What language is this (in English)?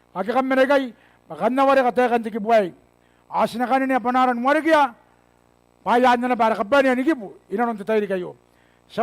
Gilbertese